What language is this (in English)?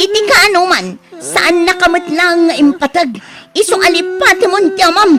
Iloko